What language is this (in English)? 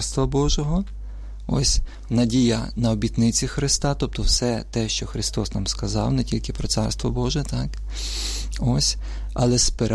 Ukrainian